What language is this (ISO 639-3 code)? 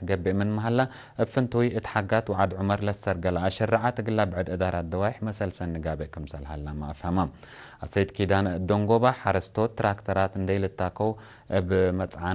tig